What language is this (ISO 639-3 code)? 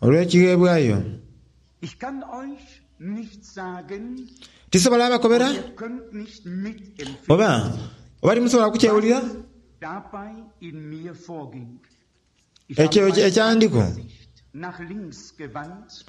xog